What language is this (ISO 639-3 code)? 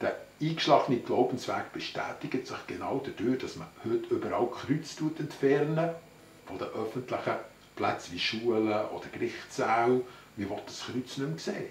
gsw